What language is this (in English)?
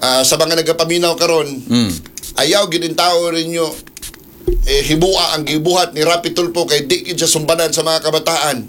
Cebuano